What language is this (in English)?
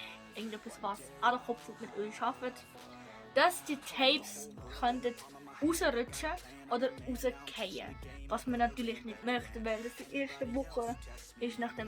Swiss German